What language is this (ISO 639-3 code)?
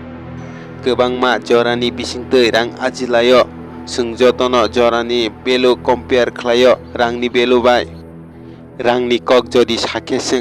trp